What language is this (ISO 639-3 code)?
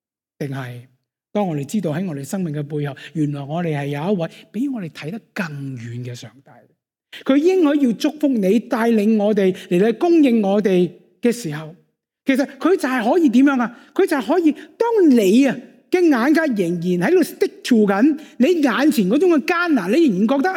yue